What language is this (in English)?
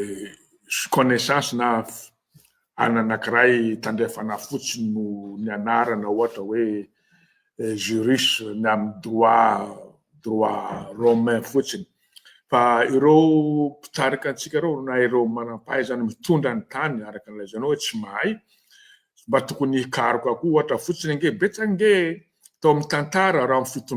Malagasy